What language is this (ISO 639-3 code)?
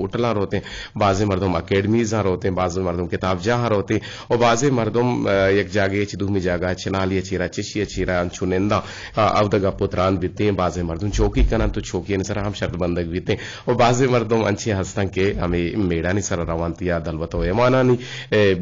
bgp